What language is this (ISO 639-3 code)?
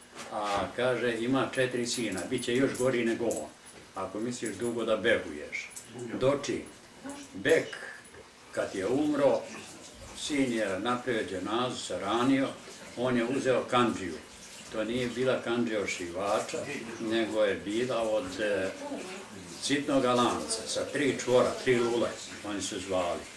bos